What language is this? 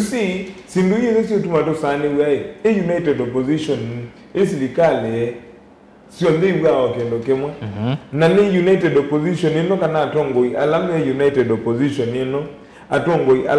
Kamba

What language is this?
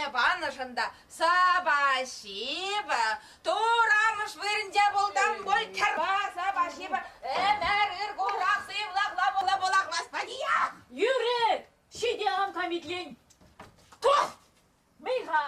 Chuvash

